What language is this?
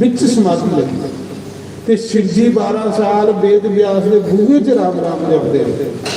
Dogri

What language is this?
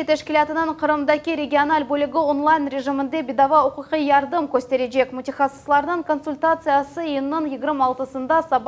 Crimean Tatar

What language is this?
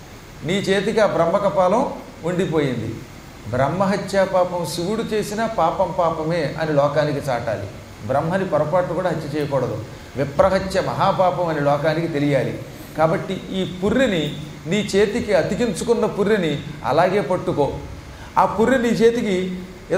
Telugu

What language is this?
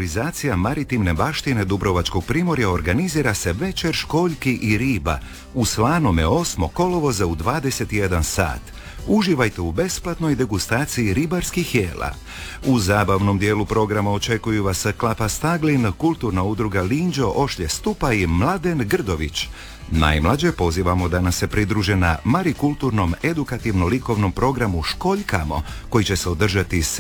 Croatian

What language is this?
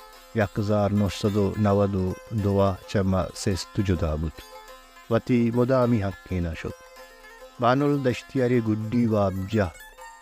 Baluchi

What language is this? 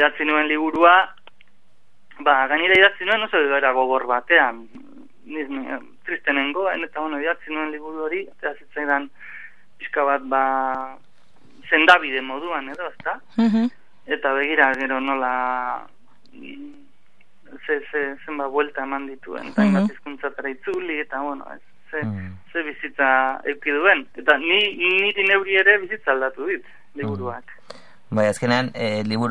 Basque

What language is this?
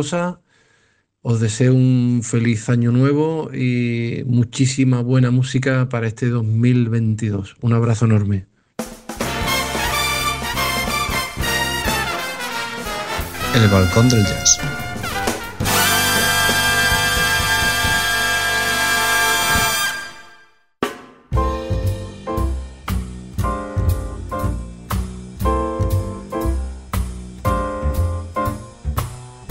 Spanish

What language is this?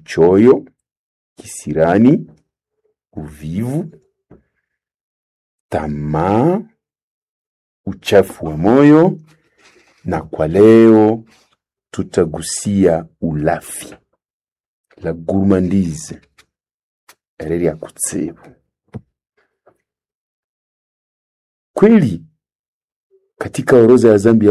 Swahili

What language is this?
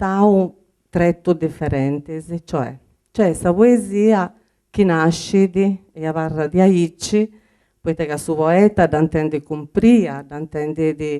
Sardinian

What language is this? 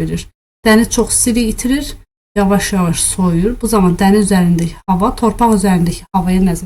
Azerbaijani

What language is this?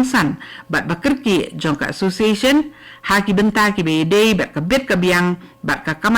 Khasi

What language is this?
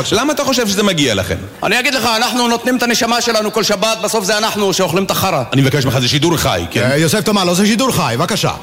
Hebrew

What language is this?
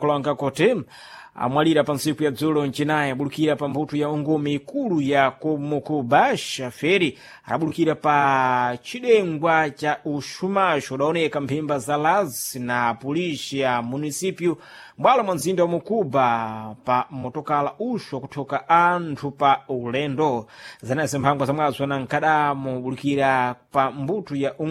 Sena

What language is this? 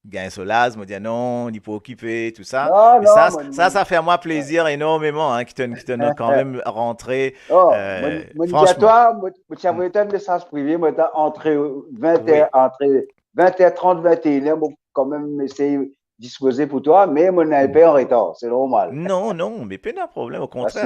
Morisyen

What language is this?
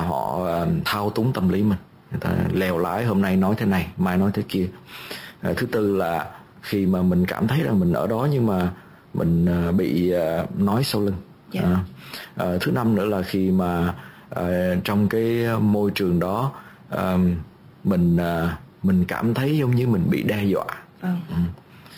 Vietnamese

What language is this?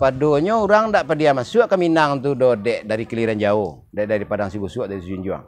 Minangkabau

